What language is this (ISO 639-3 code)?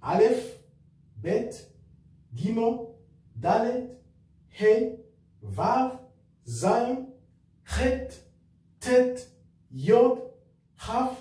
kin